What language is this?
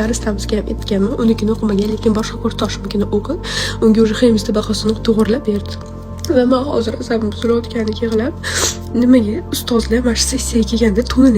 Uzbek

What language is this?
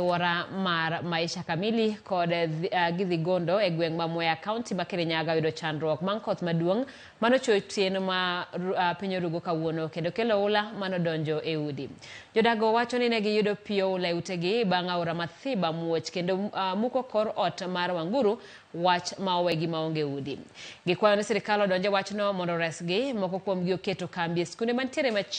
Luo (Kenya and Tanzania)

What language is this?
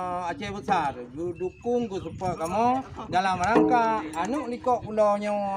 Achinese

